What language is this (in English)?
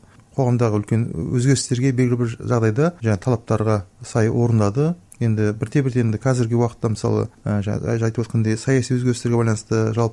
Kazakh